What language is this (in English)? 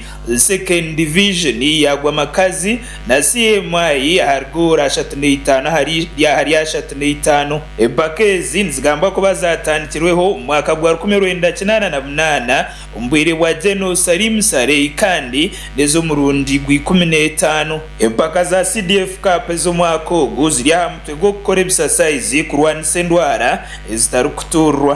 Nyankole